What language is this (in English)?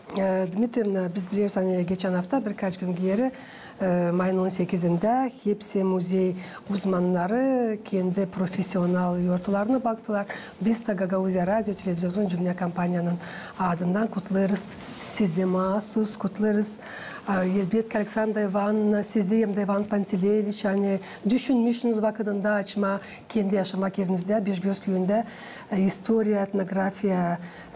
Gagauz